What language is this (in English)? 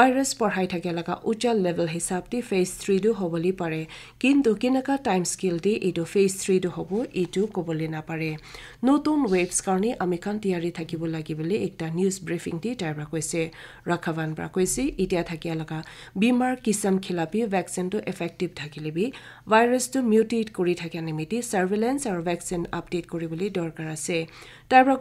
Naga Pidgin